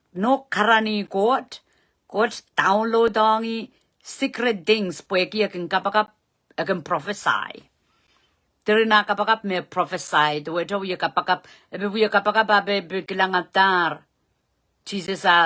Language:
Pohnpeian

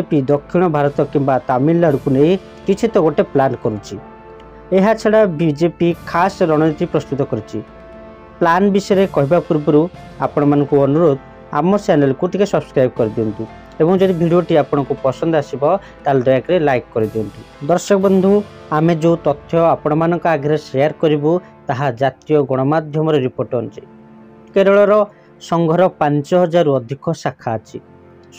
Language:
Odia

